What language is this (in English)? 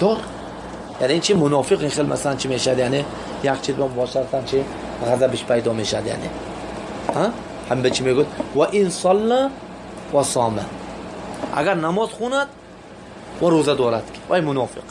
Tajik